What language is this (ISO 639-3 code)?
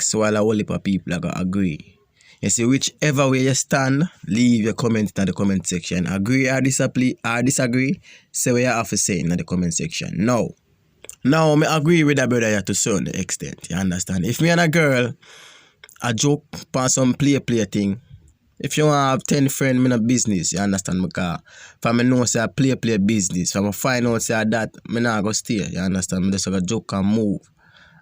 jam